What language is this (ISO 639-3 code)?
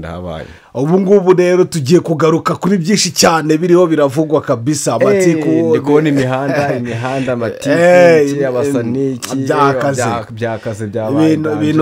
kin